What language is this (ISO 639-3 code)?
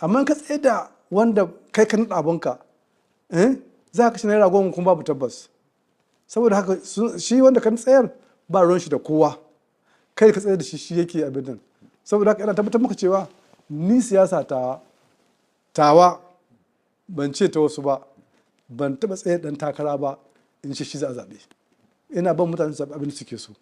hau